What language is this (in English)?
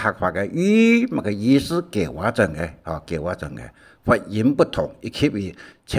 Hakka Chinese